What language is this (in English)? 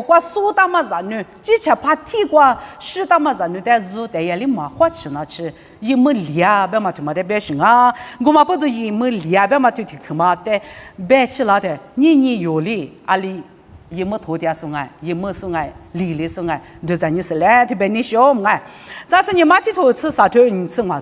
Lisu